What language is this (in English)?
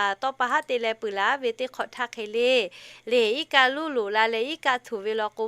Lahu